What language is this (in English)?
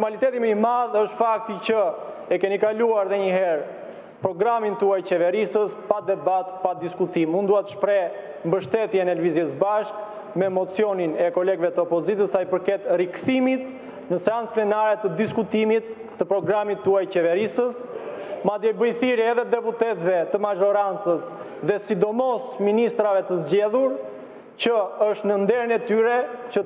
Albanian